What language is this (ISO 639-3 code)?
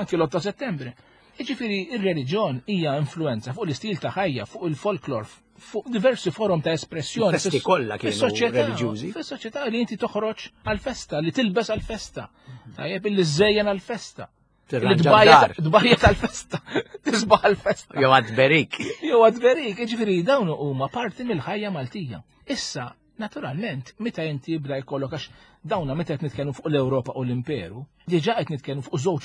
mlt